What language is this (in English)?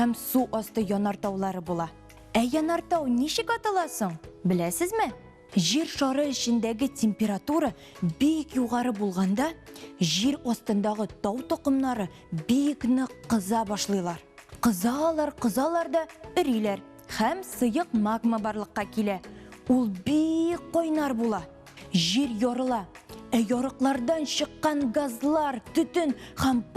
Tatar